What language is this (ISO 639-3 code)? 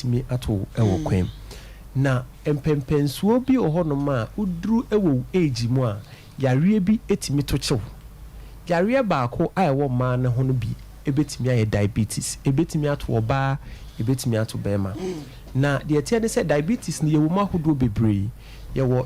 aka